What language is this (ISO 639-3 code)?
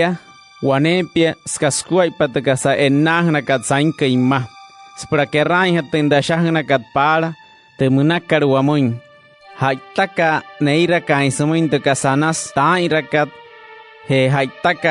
guc